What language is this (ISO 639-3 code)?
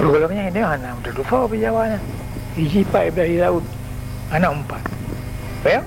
ace